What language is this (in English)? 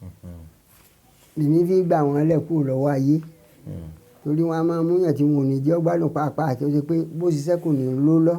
Yoruba